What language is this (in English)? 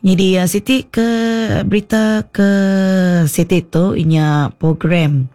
Iban